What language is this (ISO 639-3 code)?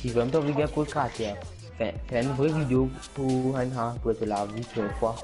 mfe